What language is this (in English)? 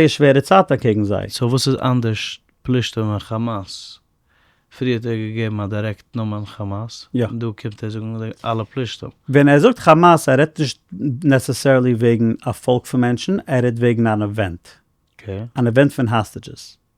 Yiddish